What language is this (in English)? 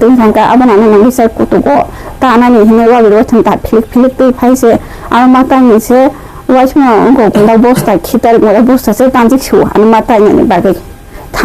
Kok Borok